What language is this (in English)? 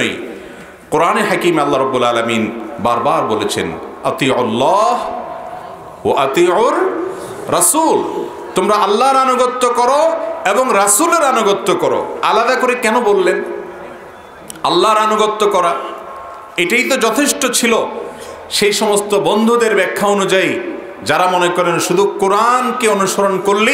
Bangla